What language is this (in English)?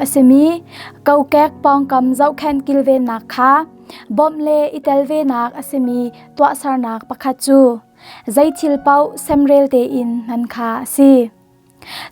Hakha Chin